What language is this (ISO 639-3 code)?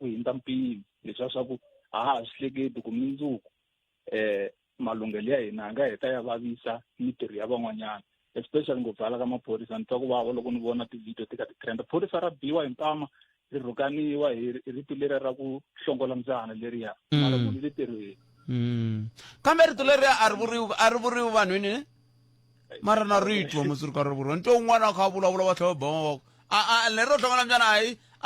tso